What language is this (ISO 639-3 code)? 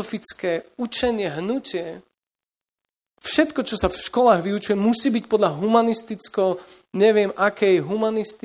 slk